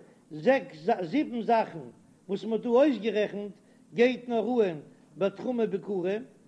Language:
Yiddish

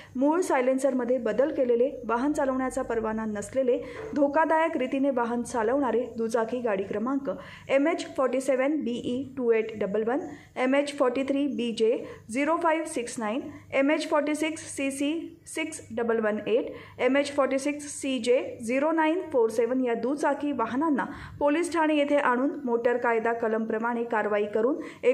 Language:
Marathi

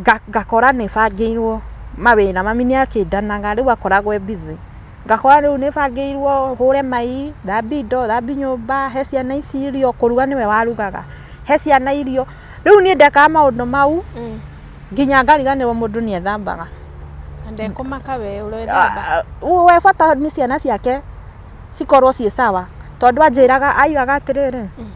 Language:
Kikuyu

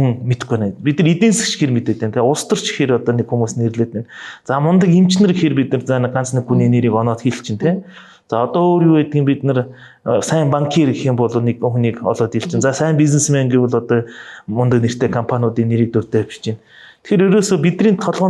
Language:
Mongolian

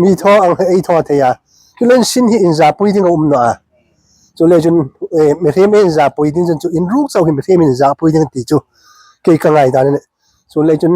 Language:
Hmar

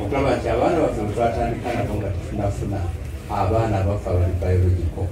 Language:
Ganda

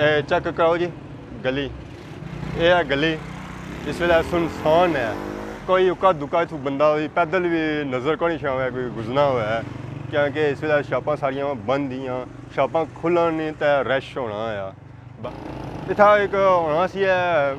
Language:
Pahari-Potwari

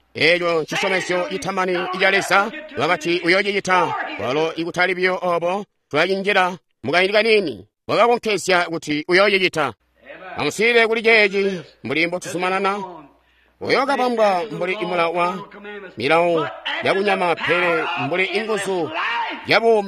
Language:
Tonga (Zambia)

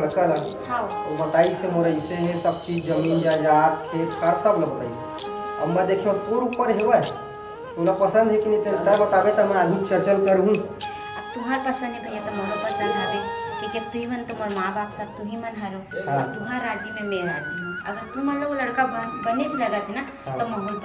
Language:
Chhattisgarhi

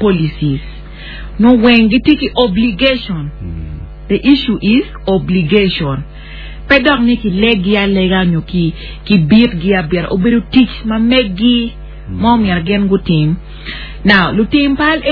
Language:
Acoli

